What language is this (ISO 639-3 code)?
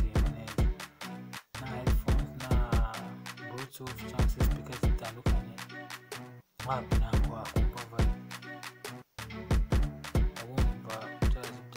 kin